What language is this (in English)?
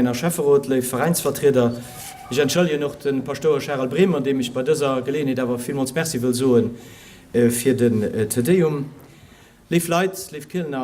Luxembourgish